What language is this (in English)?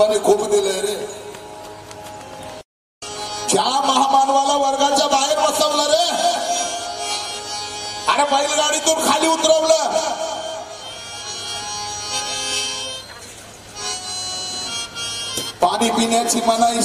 Marathi